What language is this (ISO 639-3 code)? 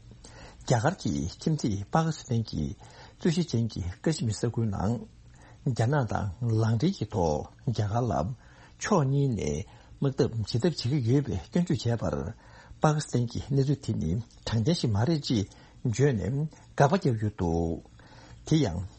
bod